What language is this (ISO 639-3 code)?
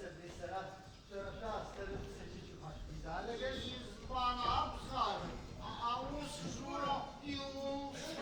abk